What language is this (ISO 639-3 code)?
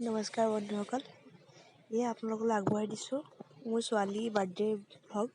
asm